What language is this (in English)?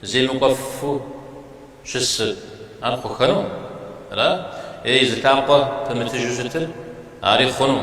Kabardian